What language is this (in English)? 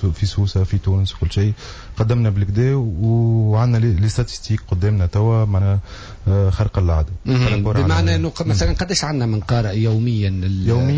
Tunisian Arabic